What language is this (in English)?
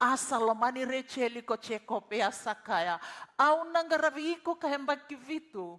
Fijian